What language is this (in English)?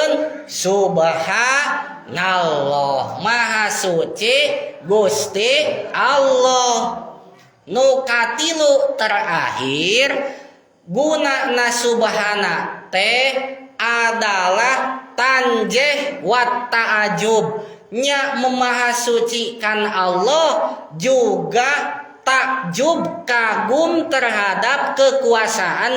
Sundanese